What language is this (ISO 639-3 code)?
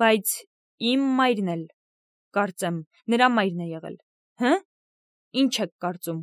hye